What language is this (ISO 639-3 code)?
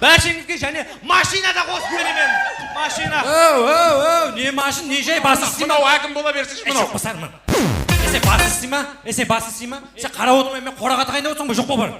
kaa